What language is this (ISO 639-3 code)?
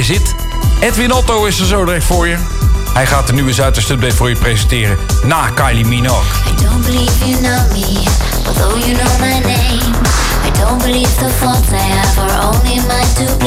nld